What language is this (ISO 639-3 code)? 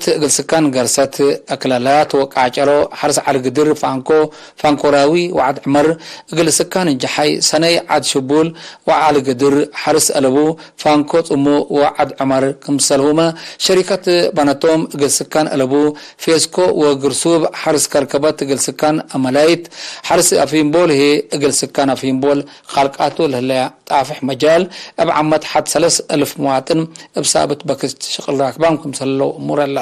tig